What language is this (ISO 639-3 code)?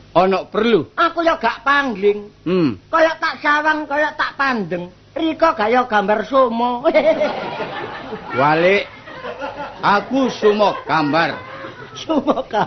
jav